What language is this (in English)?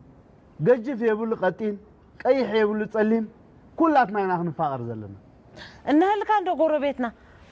Tigrinya